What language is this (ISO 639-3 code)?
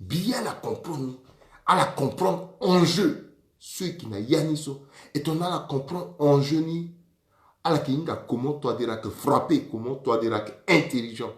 sag